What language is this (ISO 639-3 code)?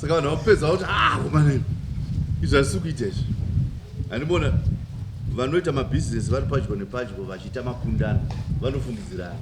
sna